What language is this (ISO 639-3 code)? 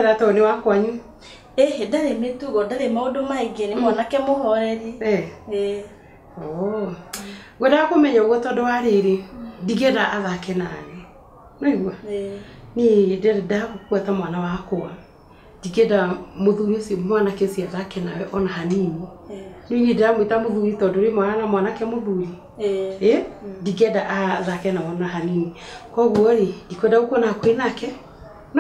kik